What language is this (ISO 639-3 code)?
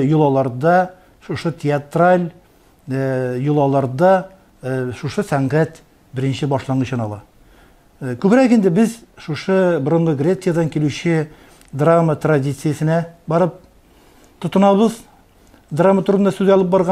tat